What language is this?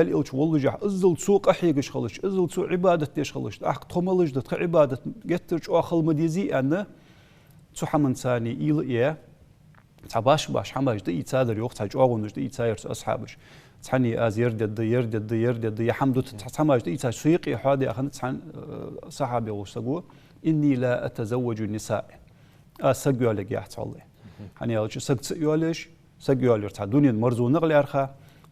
Ingush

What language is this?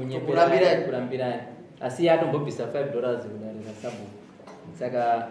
Shona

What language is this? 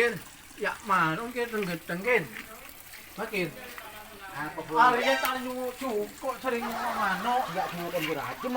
Madurese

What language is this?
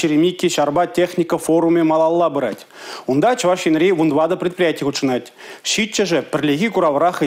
Chuvash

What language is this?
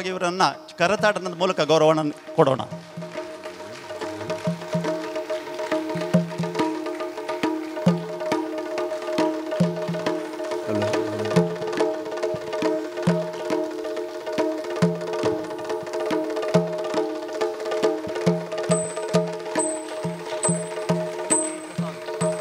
Kannada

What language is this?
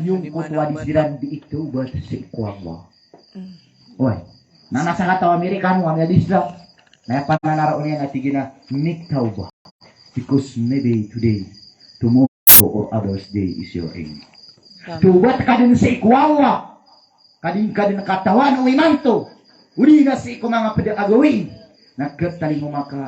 Maranao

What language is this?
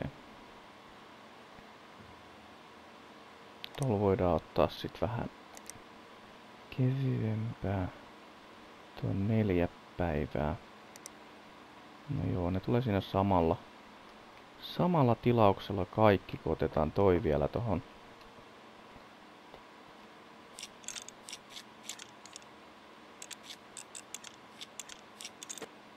Finnish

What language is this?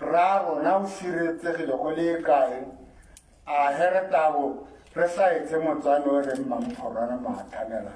Tswana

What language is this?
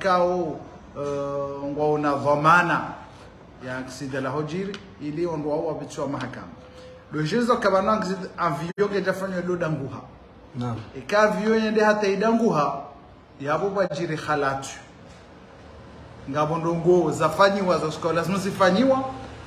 Swahili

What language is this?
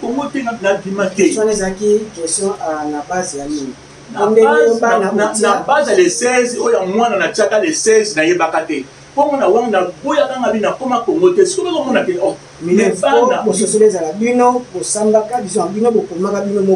Lingala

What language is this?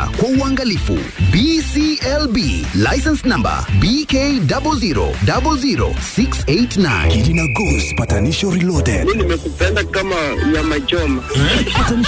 Swahili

